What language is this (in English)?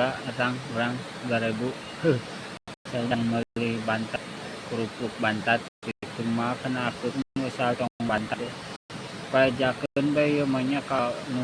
Sundanese